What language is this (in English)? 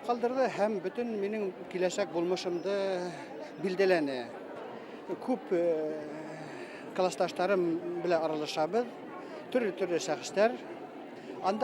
Bashkir